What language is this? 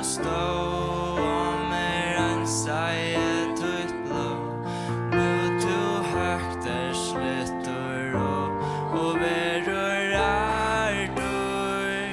Faroese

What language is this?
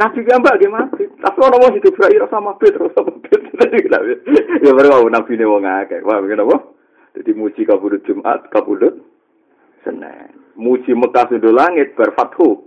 Javanese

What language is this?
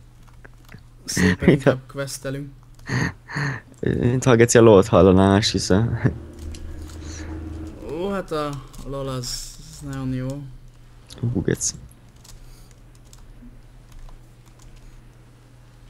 Hungarian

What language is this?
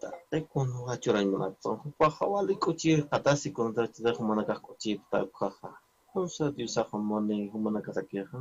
Aymara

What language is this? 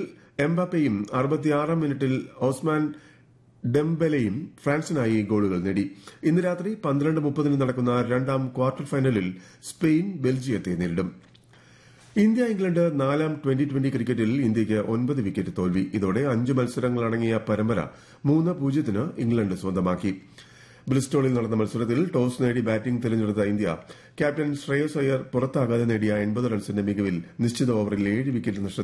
Malayalam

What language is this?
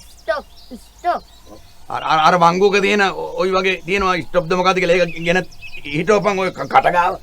Sinhala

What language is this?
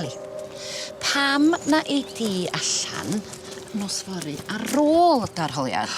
Welsh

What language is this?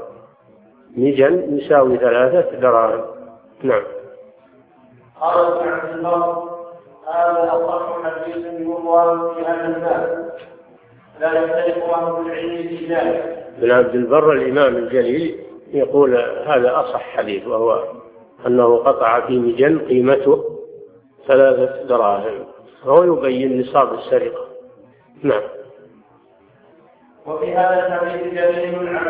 Arabic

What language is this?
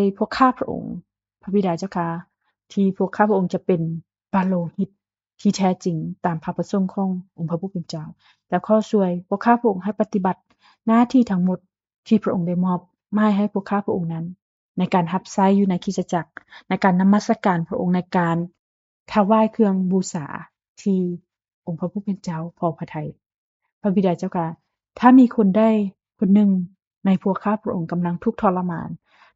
Lao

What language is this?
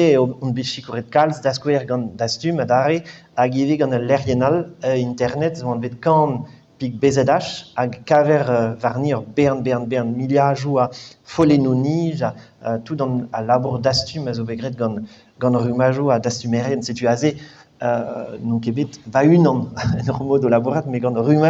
Breton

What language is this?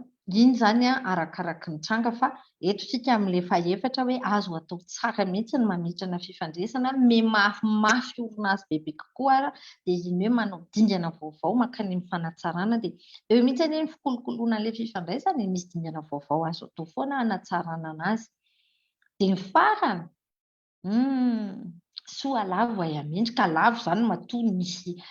Malagasy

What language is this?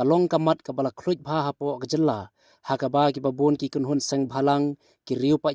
Khasi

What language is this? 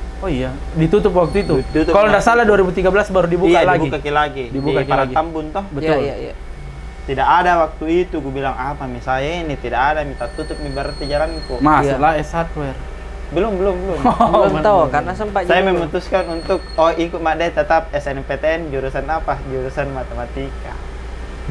Makassar Malay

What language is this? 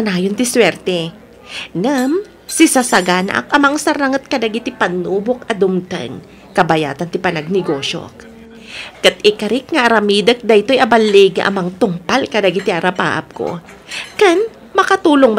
Iloko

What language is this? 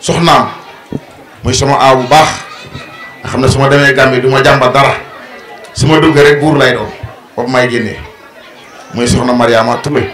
Wolof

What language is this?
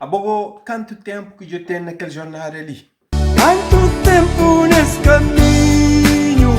Kabuverdianu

